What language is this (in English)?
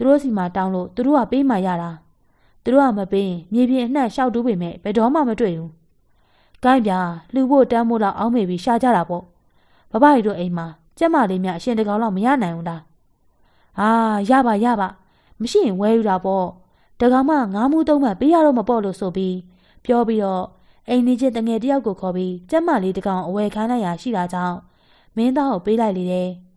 Burmese